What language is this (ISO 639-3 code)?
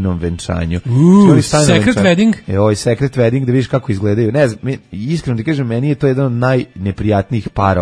srp